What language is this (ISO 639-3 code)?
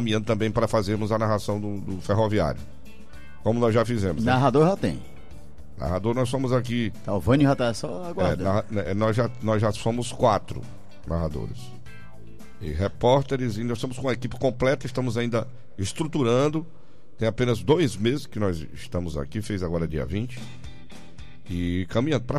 por